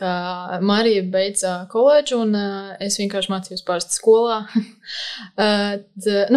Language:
Latvian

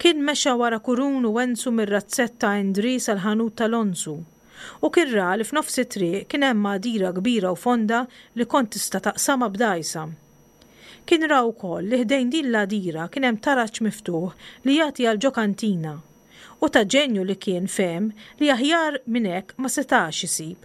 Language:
Maltese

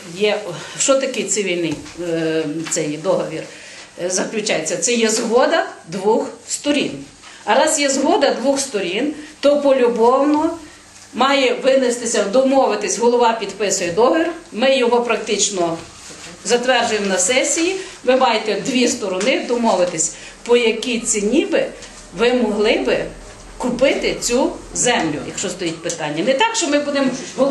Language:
Ukrainian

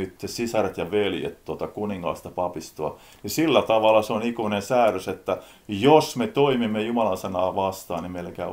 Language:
Finnish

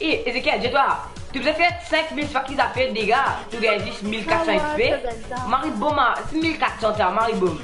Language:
Morisyen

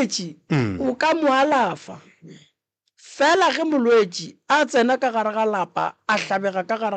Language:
Northern Sotho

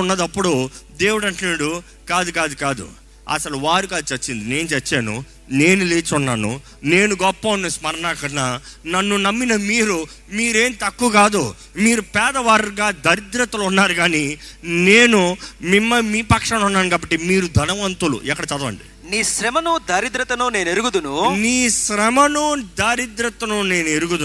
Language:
Telugu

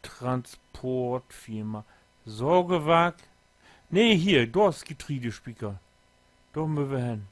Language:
Low German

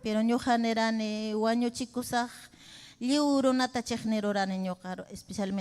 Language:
Ayacucho Quechua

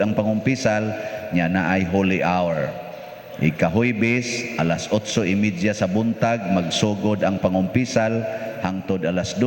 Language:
Cebuano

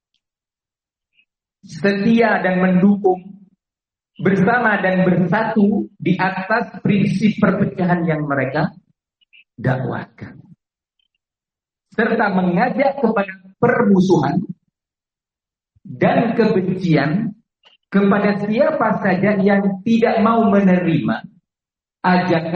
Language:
Indonesian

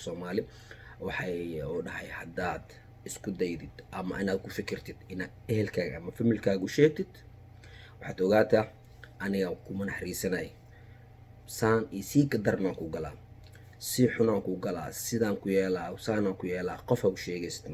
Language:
Somali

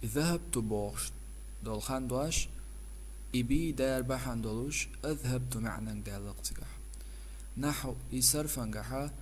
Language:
Chechen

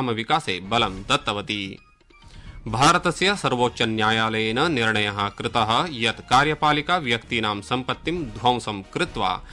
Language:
Sanskrit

